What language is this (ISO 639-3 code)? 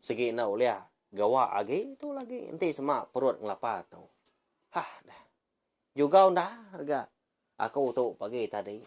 iba